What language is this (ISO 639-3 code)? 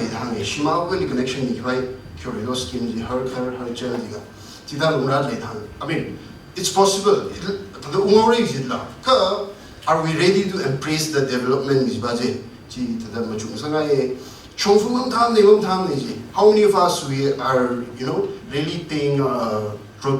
nmf